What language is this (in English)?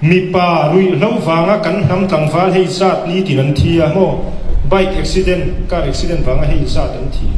Mizo